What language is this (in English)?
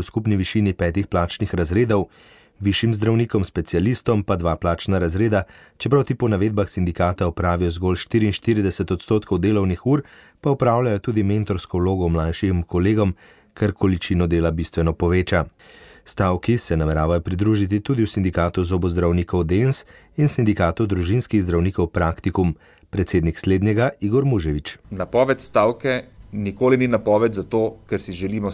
Slovenian